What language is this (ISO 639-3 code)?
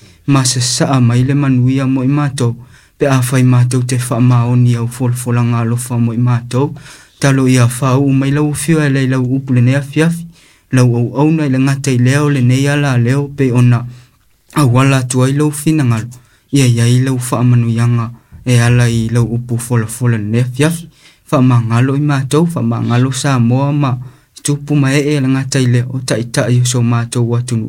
smo